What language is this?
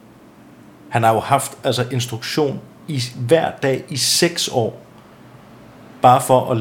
Danish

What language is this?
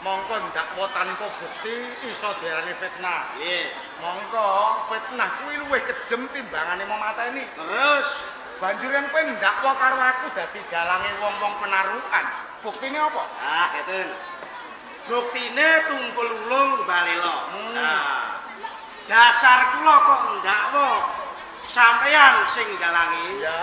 Javanese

